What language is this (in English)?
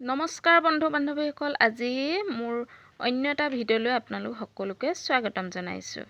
Assamese